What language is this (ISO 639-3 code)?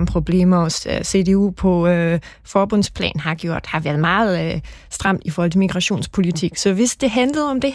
dan